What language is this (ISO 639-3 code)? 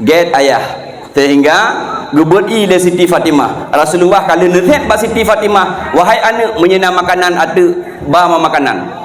ace